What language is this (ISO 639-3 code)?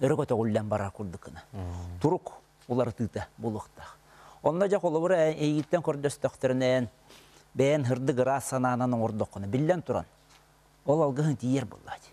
sah